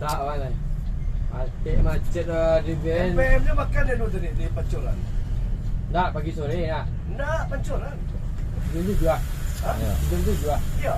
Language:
Minangkabau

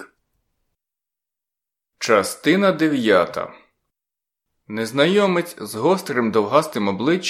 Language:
Ukrainian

